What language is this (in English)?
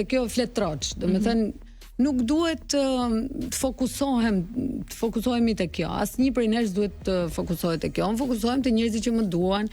Albanian